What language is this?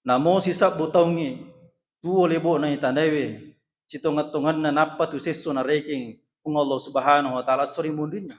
Buginese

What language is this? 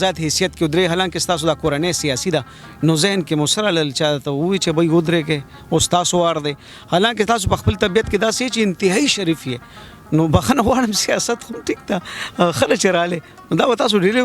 Pashto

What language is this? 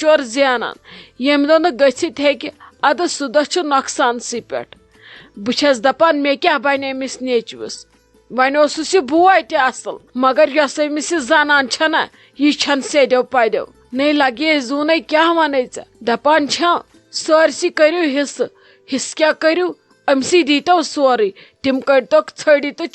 Kashmiri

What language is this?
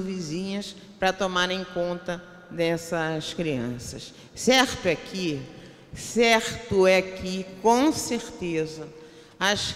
Portuguese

